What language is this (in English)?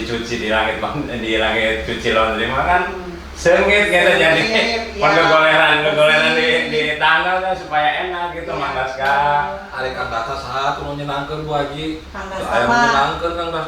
Sundanese